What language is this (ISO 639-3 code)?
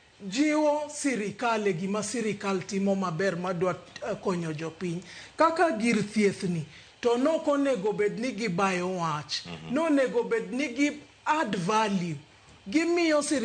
luo